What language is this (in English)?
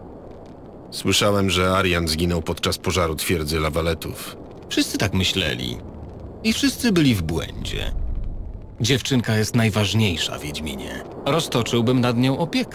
Polish